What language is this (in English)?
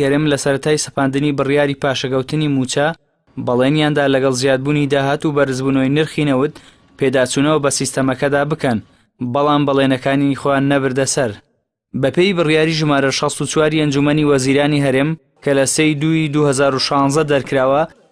Central Kurdish